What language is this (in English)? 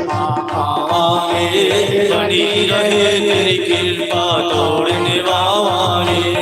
Dogri